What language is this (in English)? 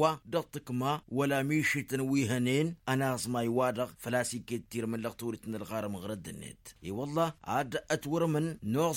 Tamasheq